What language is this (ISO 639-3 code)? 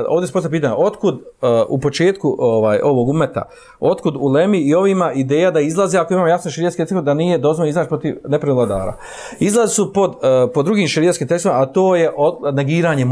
bos